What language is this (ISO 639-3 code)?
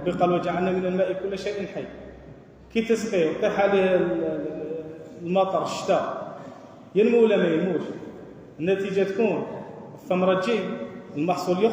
arq